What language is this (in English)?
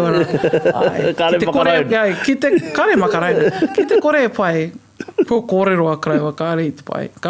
Māori